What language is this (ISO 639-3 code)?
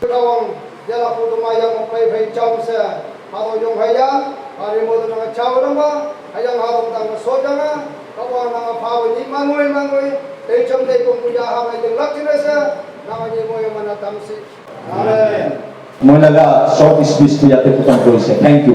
nag